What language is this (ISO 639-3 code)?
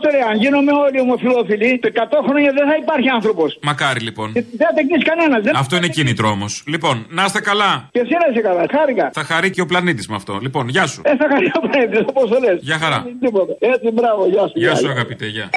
ell